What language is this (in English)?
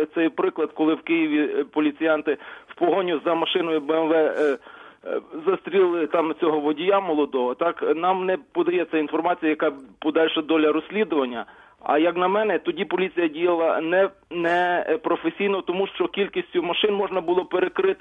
Ukrainian